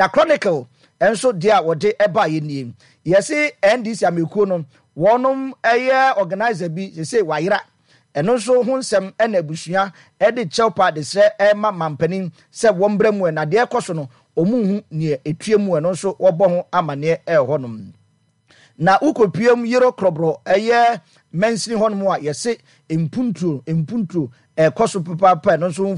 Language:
Akan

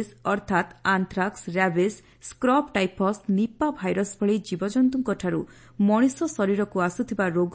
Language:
Odia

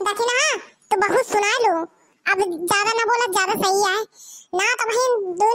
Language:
Bhojpuri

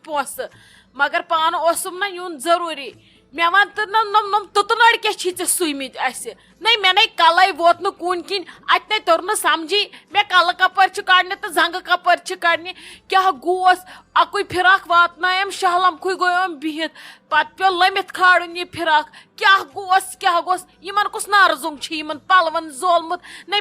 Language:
Kashmiri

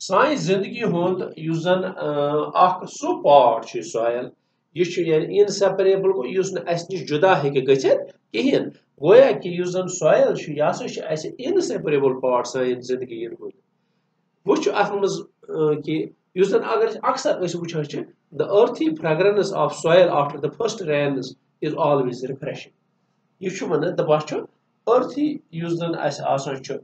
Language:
Kashmiri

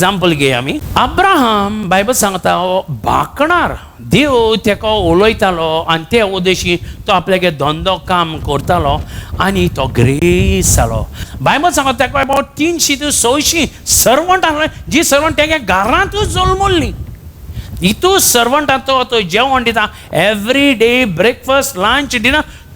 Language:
Konkani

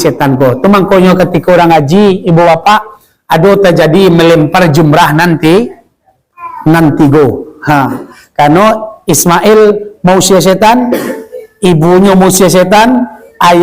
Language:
Minangkabau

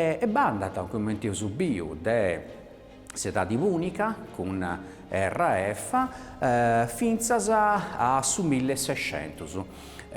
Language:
Sardinian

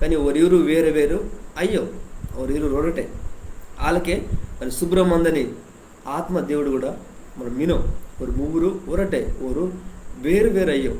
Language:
Koya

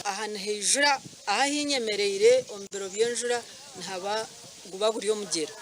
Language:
Nyankole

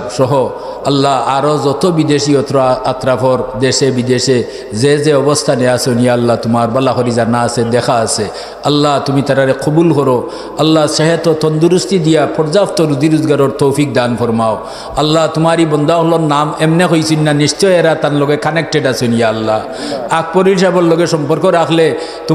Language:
Sylheti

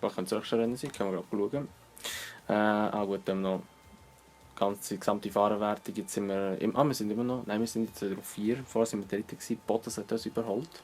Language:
Swiss German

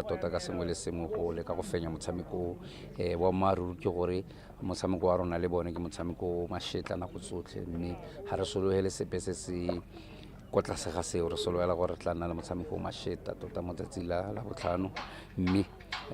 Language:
Tswana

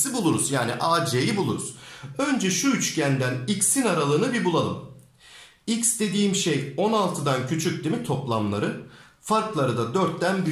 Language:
Turkish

